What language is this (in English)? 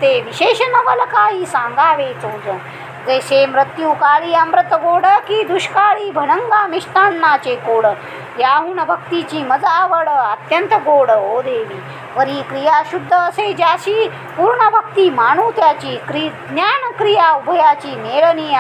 Marathi